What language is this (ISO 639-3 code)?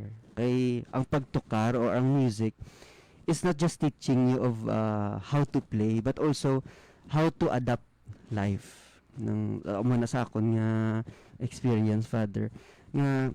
hil